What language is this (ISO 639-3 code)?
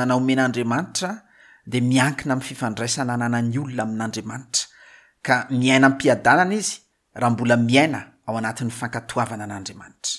mlg